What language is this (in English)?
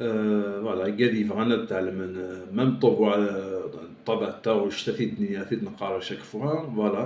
Kabyle